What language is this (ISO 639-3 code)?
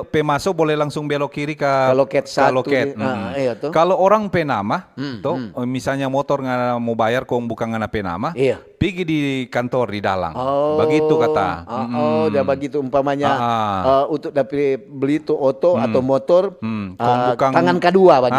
xmm